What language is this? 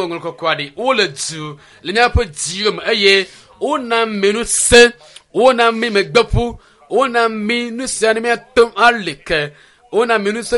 Ewe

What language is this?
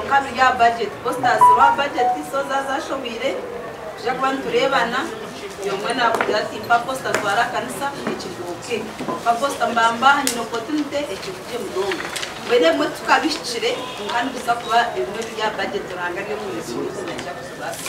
Nyankole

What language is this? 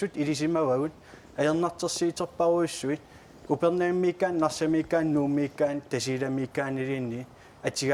Kalaallisut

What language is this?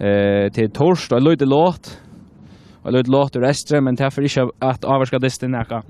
Faroese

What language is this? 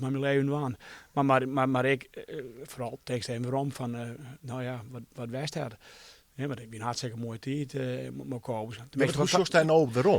Western Frisian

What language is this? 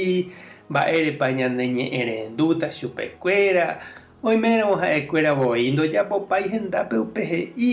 Guarani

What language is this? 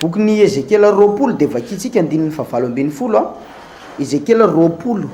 Malagasy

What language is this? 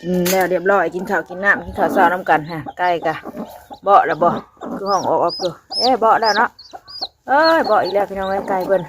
Northeastern Thai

